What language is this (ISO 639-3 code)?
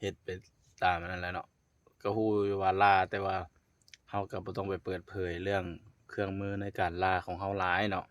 lao